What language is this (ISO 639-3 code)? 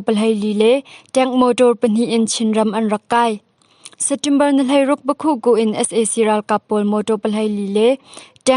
cnh